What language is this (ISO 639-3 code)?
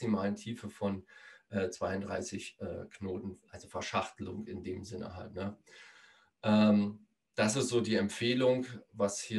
deu